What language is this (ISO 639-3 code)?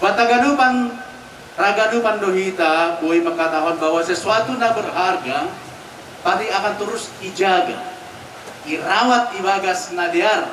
bts